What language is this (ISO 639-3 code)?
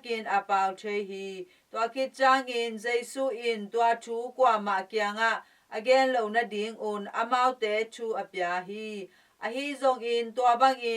ctd